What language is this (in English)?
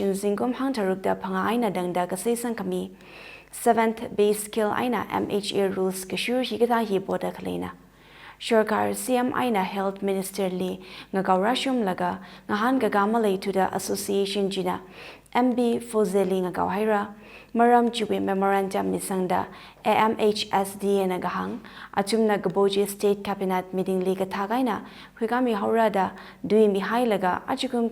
Tangkhul Naga (India)